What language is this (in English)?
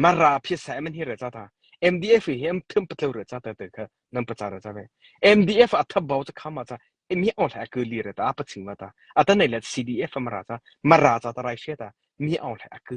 Mara Chin